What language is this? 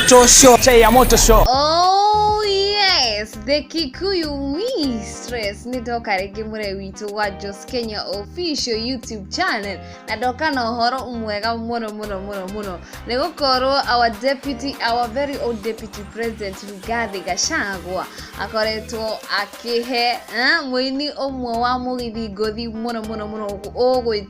Kikuyu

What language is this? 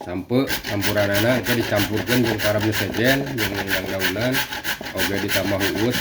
Sundanese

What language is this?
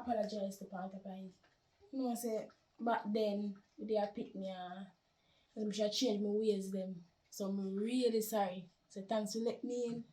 Jamaican Creole English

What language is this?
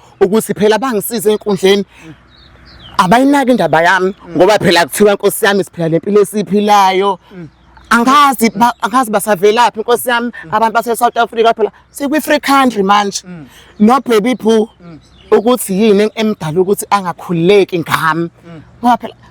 Zulu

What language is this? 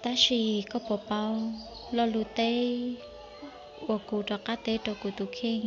Hmong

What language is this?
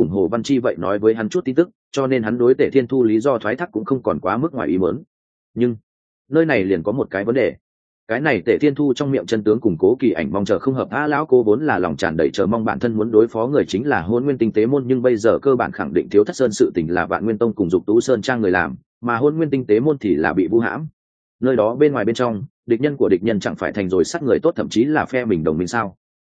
Vietnamese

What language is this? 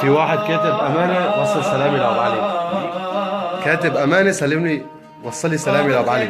North Levantine Arabic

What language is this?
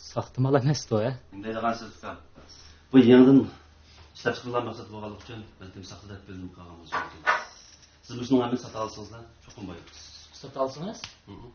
Uyghur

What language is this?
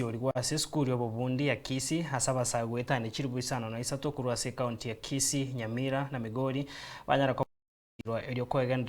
Gusii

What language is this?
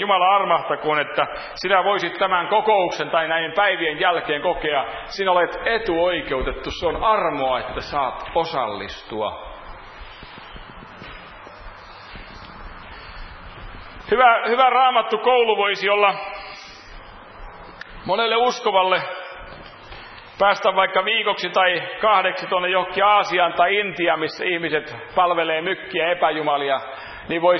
Finnish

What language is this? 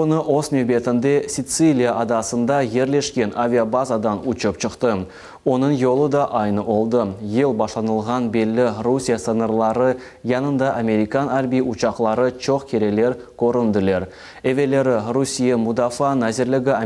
Crimean Tatar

